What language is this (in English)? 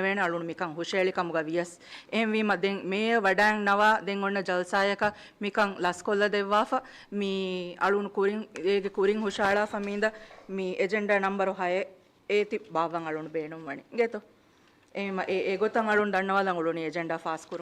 Divehi